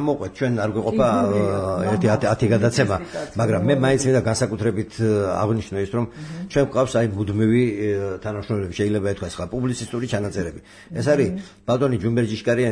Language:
Georgian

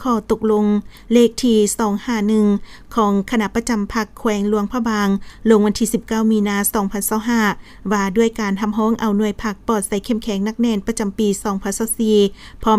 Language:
Lao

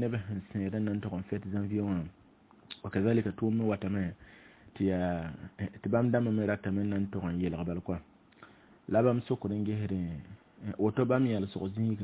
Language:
Mossi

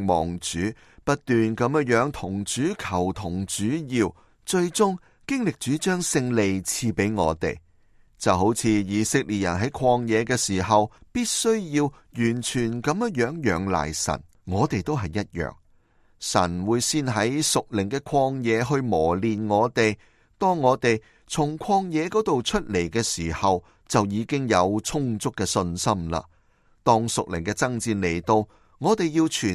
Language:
Cantonese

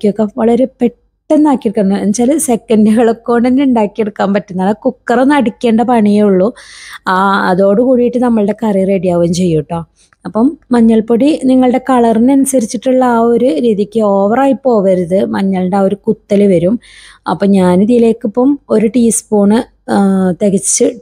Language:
Malayalam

